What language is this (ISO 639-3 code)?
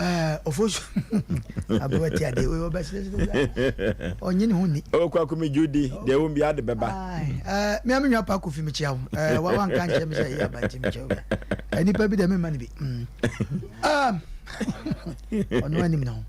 aka